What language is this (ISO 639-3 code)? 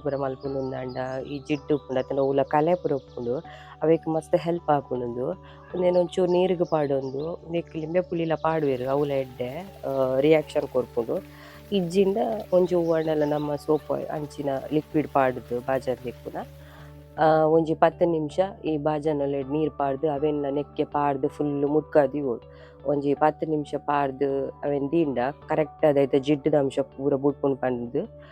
tcy